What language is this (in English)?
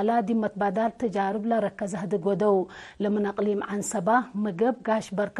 Tigre